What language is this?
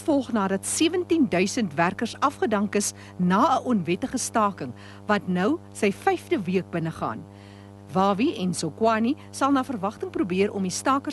Afrikaans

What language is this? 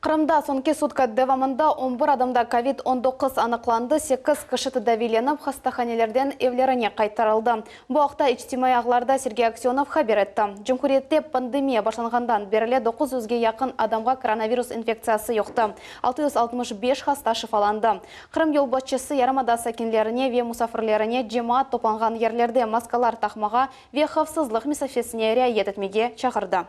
Crimean Tatar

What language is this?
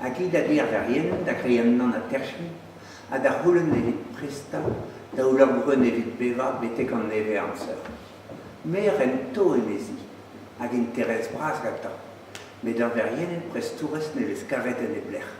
Breton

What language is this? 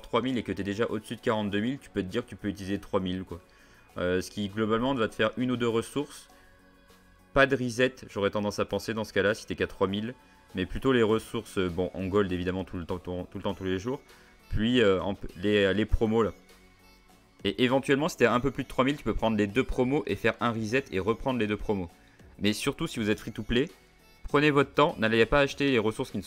French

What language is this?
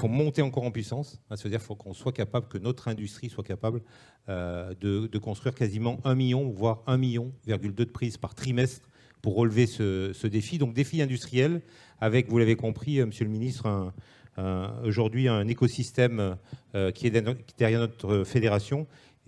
French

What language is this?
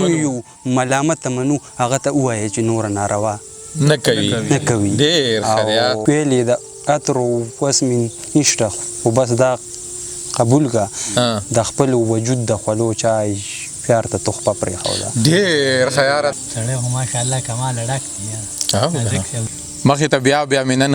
Pashto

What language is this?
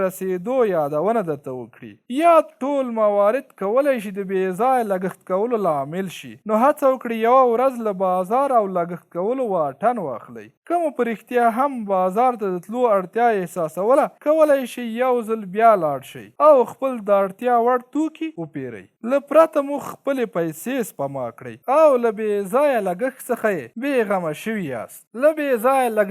Pashto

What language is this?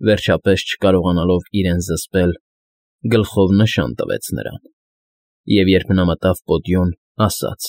Armenian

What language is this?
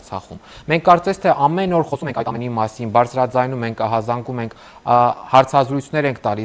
Armenian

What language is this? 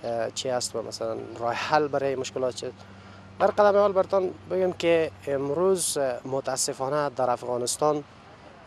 Persian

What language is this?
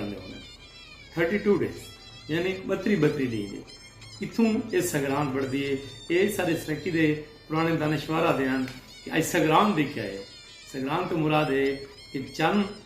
Saraiki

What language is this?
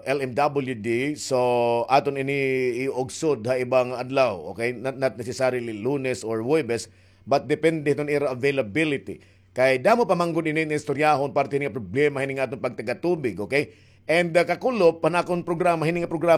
Waray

